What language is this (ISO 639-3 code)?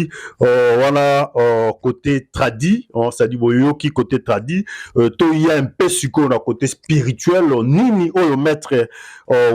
lin